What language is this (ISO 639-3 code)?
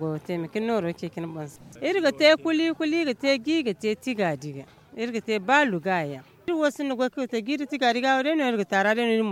dje